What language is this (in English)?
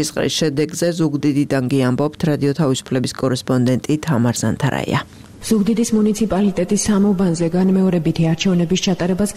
Georgian